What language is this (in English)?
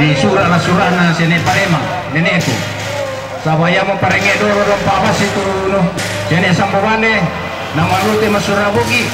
Toraja-Sa'dan